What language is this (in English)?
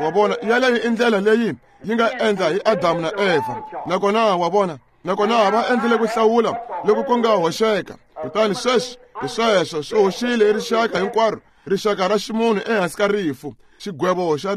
Tsonga